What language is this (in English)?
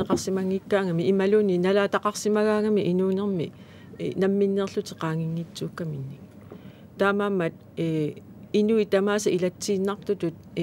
Kalaallisut